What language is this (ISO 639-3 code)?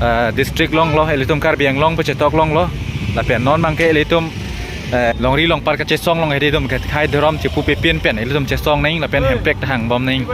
mjw